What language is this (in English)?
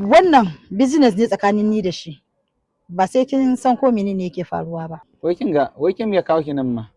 Hausa